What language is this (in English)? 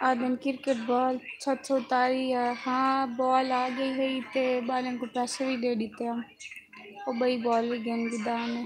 Saraiki